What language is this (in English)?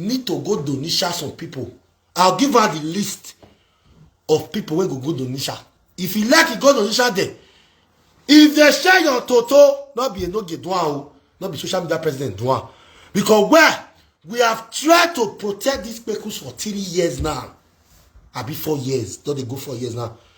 Nigerian Pidgin